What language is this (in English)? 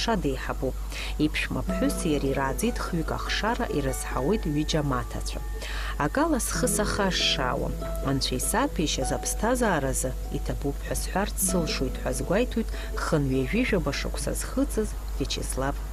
Abkhazian